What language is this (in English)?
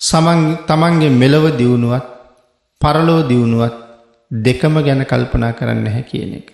Sinhala